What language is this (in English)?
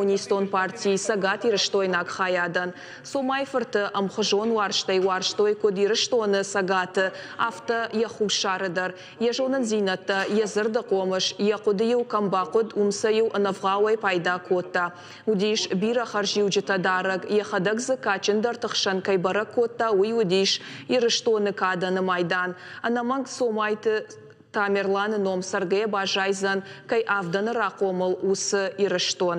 Ossetic